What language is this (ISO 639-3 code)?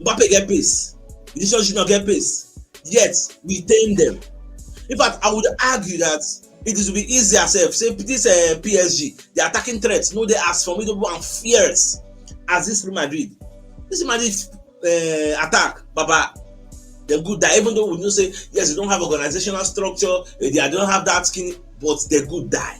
pcm